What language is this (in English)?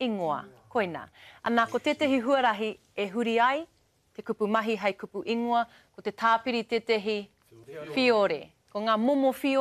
Māori